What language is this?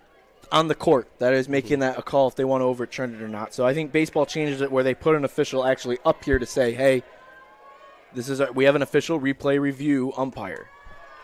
English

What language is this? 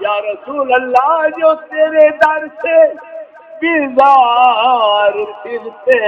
Saraiki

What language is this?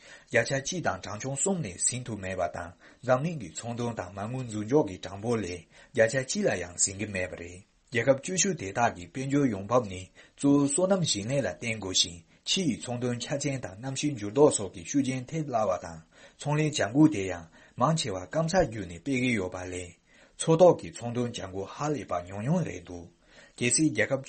Tibetan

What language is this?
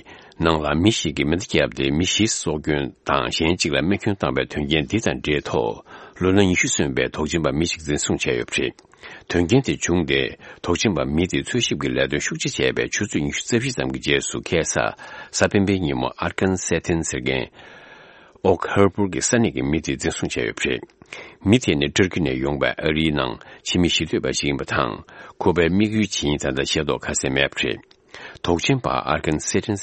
Tibetan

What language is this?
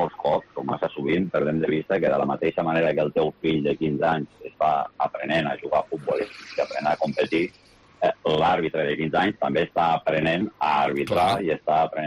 Catalan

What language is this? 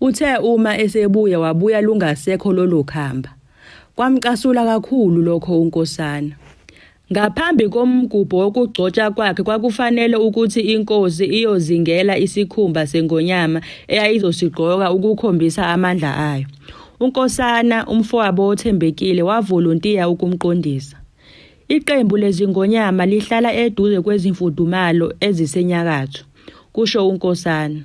Zulu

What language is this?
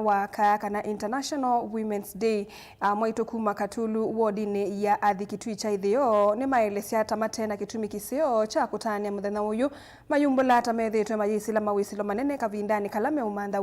Kamba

